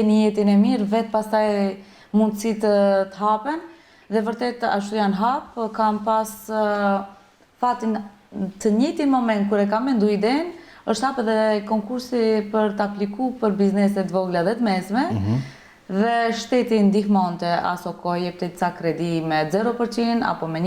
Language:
Albanian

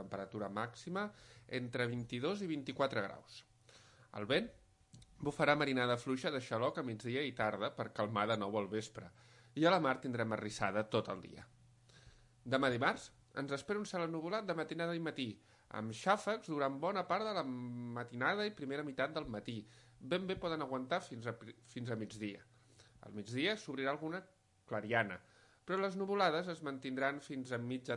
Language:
Catalan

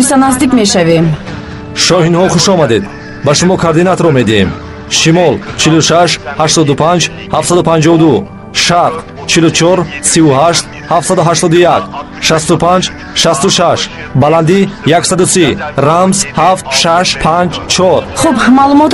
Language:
Tajik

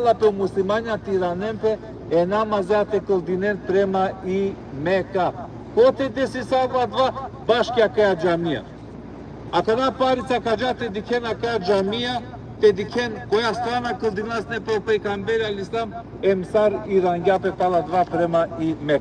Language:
Balkan Romani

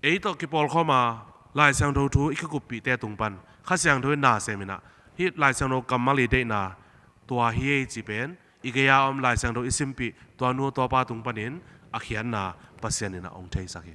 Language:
Tedim Chin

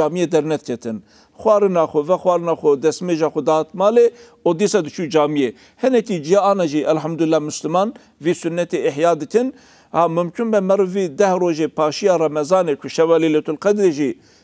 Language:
Kurdish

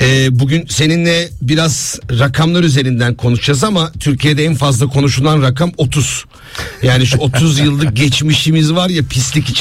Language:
Turkish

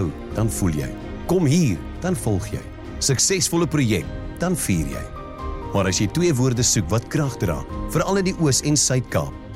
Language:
Afrikaans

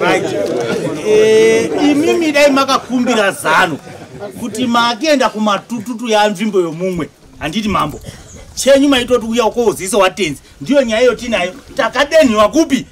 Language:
Shona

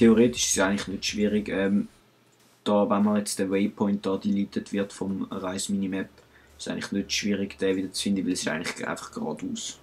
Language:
Swiss German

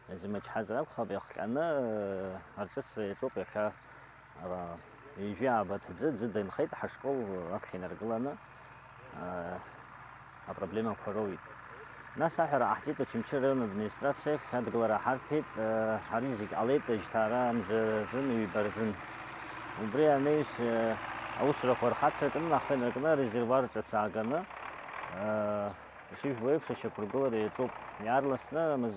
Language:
Abkhazian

